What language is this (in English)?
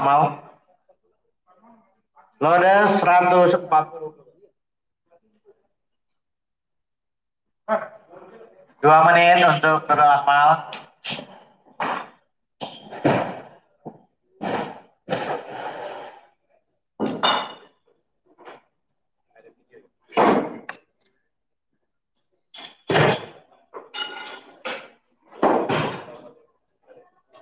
Indonesian